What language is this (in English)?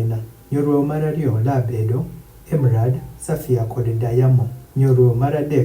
Adhola